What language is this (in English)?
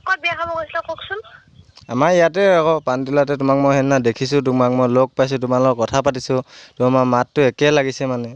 Assamese